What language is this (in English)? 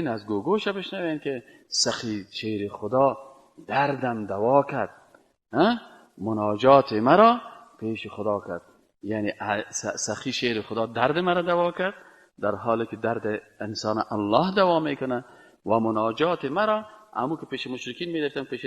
Persian